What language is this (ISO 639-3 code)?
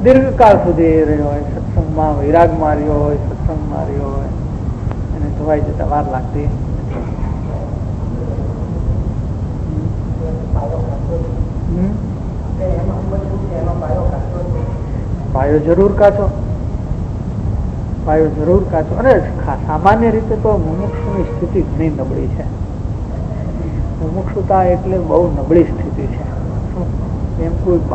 guj